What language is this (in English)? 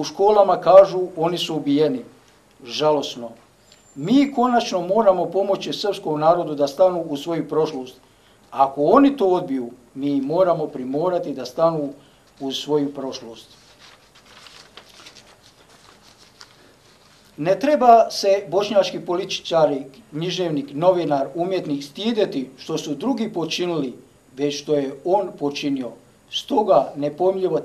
Bosnian